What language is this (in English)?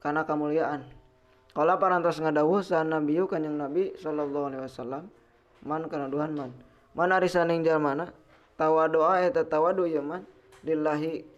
Sundanese